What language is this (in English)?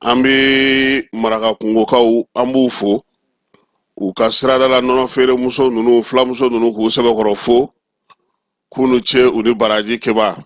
Bambara